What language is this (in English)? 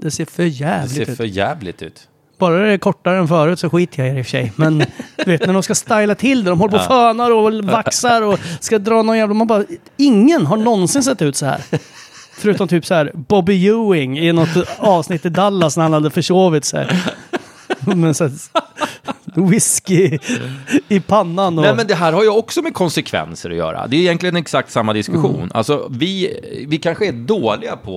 Swedish